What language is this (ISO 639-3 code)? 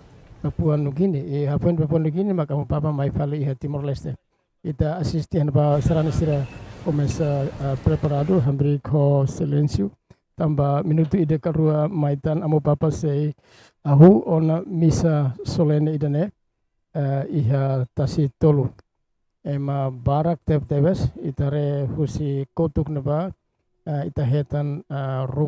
tet